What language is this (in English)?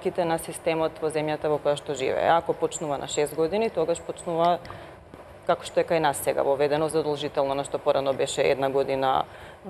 Macedonian